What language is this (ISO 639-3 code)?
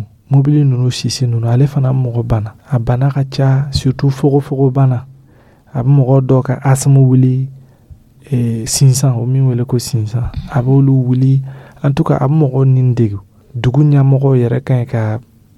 dyu